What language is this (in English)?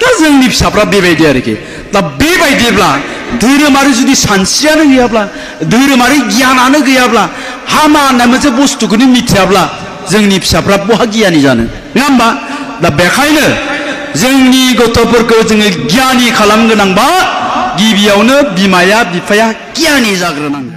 Bodo